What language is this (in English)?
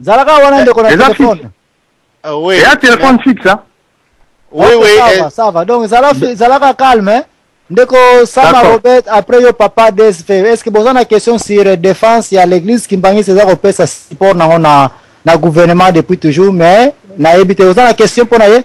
Lingala